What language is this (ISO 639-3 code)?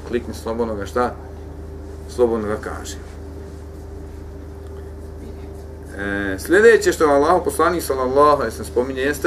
bos